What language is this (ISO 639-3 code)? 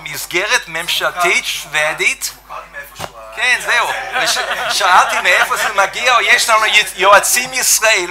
heb